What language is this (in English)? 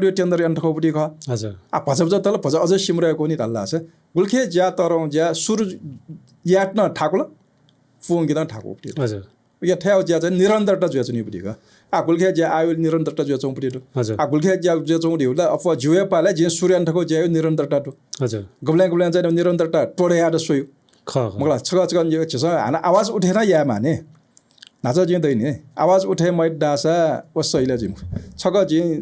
Newari